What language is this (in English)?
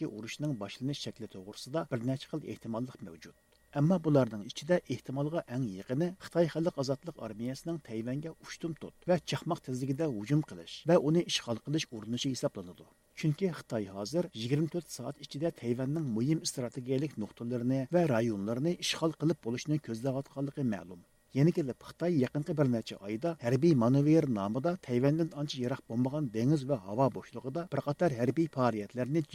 Uyghur